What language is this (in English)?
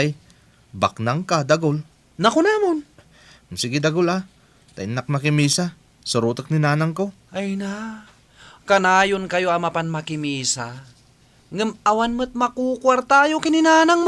Iloko